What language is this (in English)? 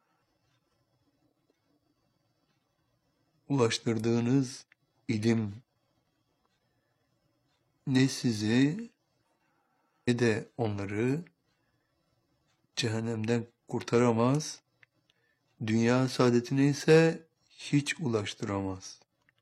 Turkish